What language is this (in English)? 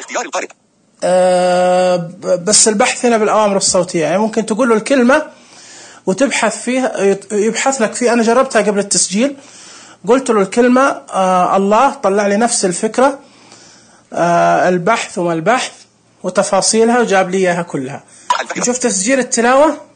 Najdi Arabic